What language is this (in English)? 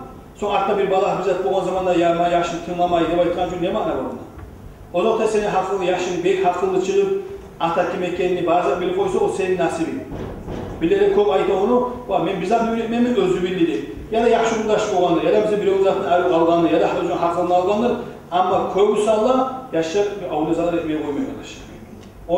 Kumyk